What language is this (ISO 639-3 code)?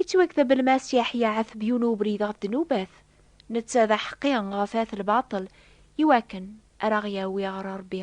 kab